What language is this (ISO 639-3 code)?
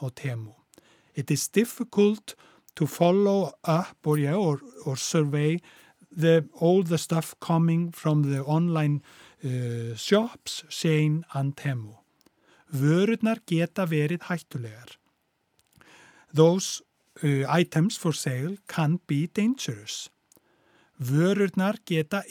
isl